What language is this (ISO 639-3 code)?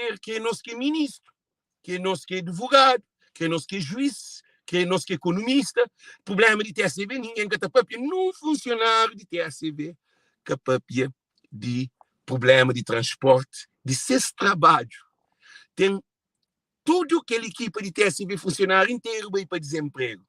kea